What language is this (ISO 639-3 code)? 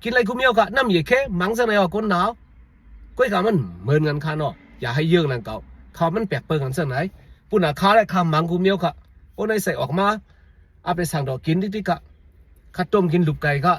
shn